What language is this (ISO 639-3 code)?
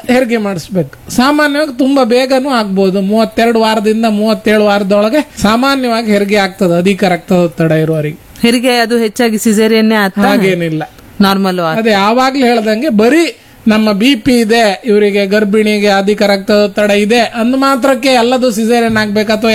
kan